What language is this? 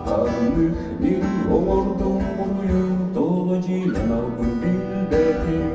Yakut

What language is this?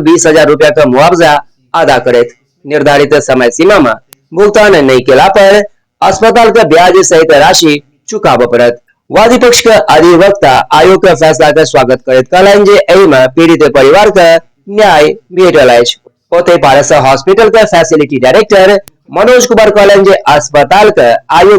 Maithili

